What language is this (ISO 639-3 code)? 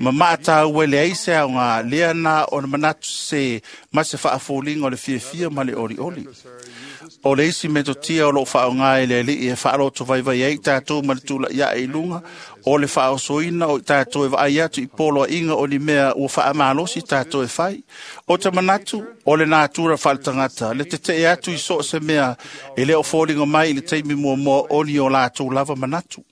smo